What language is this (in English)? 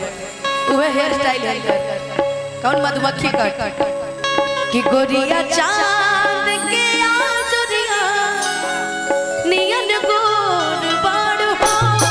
Bhojpuri